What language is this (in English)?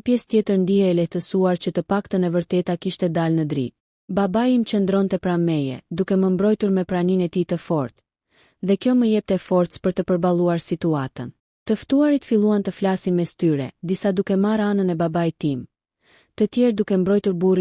Albanian